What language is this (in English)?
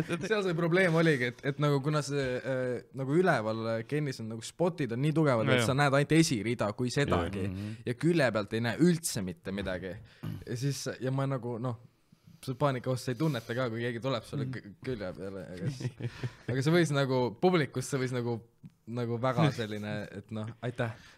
Estonian